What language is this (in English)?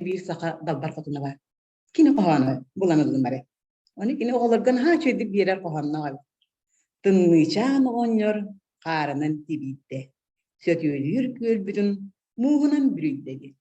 Yakut